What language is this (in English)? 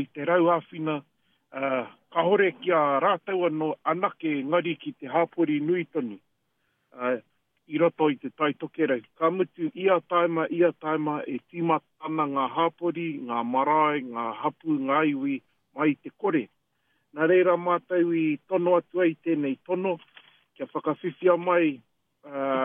Māori